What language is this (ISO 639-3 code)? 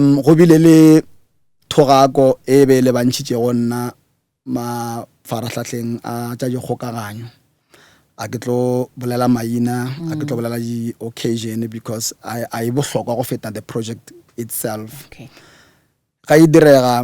nso